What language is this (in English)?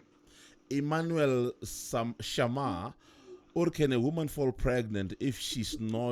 Tsonga